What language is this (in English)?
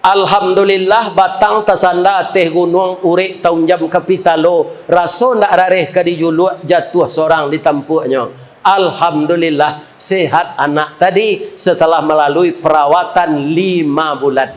Minangkabau